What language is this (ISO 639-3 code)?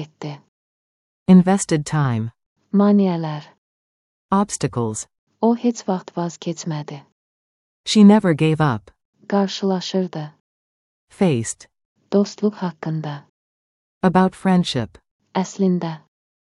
aze